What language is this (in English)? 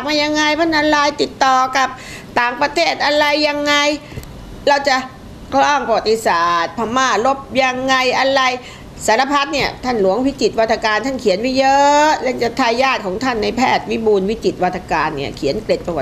Thai